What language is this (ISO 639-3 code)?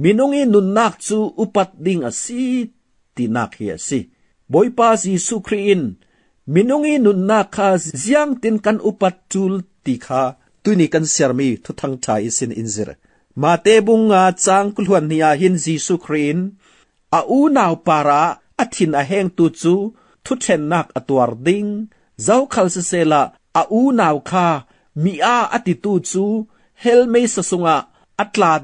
cfm